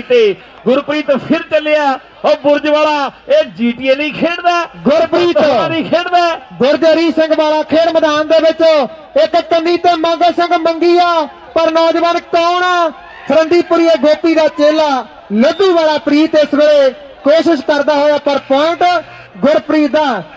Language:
Punjabi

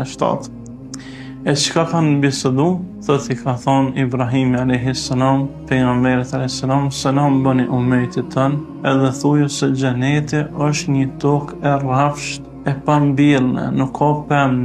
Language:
Albanian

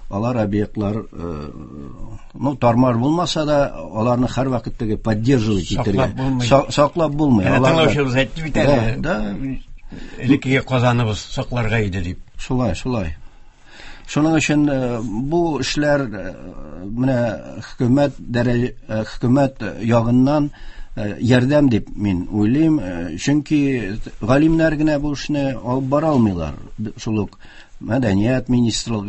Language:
Tatar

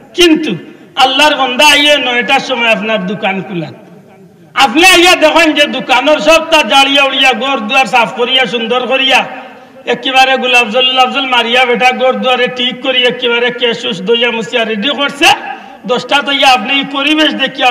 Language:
Sylheti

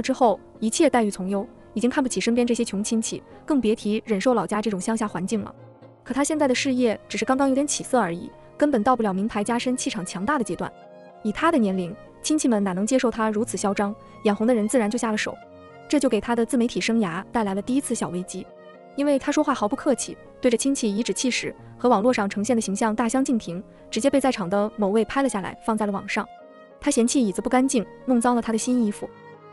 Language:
Chinese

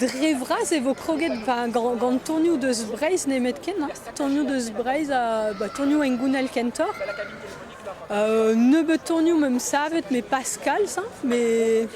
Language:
Breton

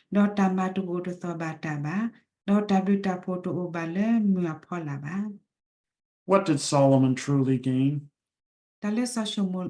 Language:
S'gaw Karen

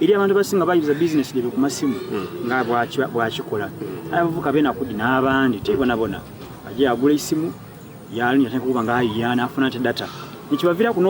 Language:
Soga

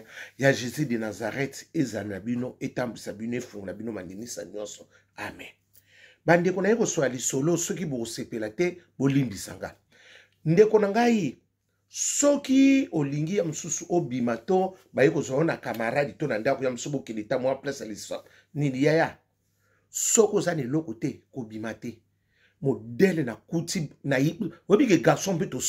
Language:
Lingala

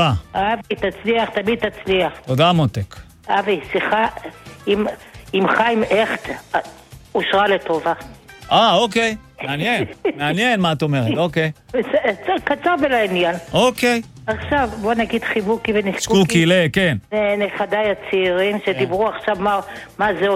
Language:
Hebrew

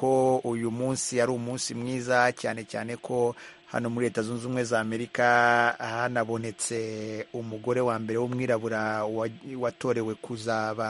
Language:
Kinyarwanda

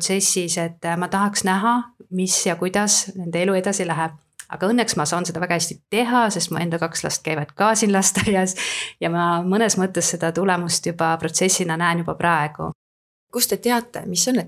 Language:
Estonian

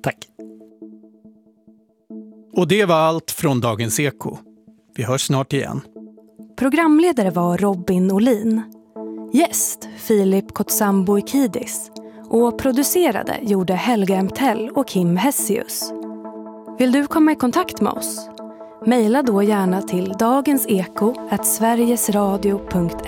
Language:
Swedish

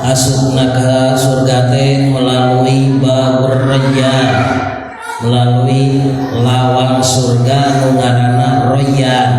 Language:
Sundanese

